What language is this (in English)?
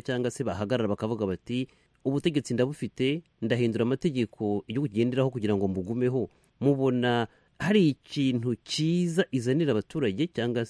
Kinyarwanda